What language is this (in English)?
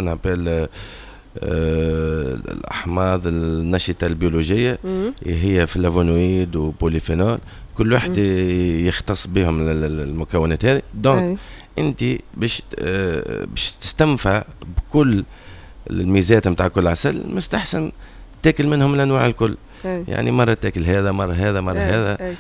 Tunisian Arabic